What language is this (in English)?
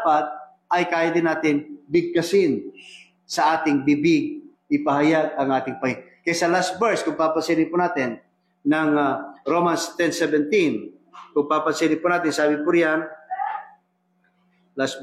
Filipino